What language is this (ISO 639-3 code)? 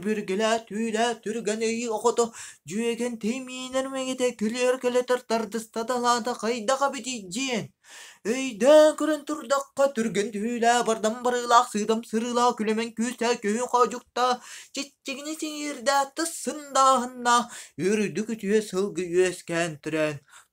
sah